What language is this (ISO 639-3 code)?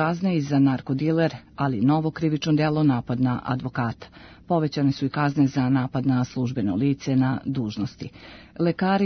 srp